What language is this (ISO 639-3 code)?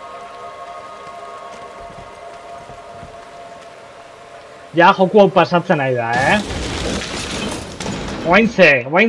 eus